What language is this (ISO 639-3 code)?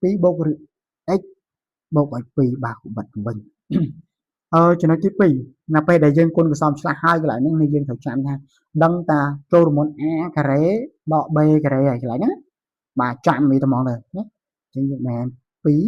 khm